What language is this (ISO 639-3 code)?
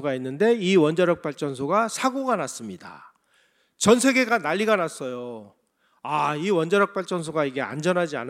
kor